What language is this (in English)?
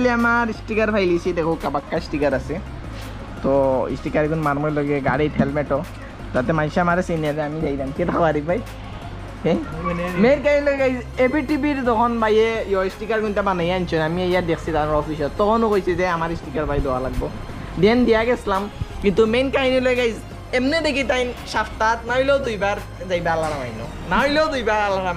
Sylheti